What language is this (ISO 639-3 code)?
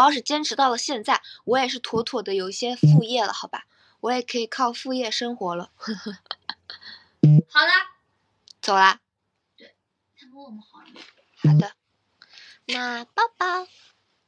zho